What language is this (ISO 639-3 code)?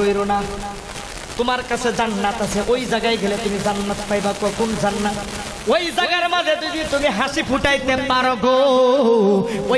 ben